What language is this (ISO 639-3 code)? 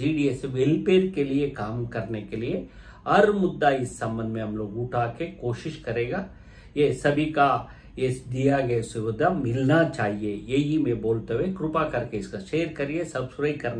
hin